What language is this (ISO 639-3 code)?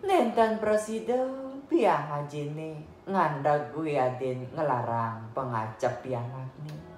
ban